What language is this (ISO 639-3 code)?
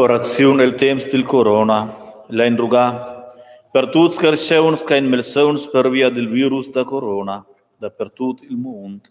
roh